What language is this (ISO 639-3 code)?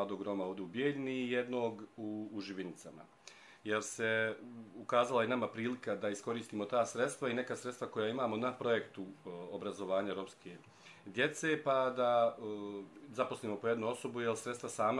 bos